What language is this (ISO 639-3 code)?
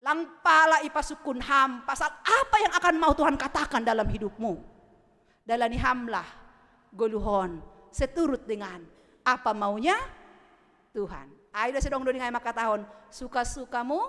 bts